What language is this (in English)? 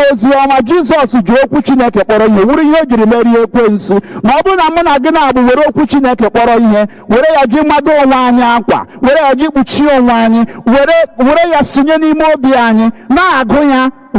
Igbo